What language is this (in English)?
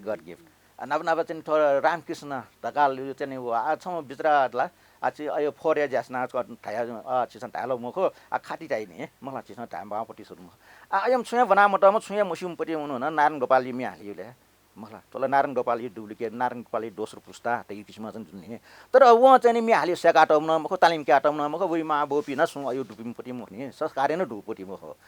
Newari